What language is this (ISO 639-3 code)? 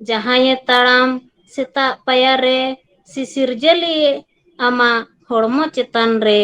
sat